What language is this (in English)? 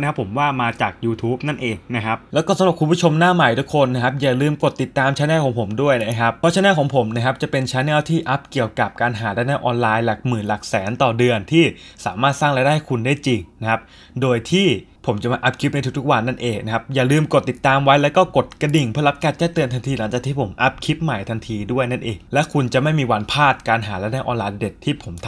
Thai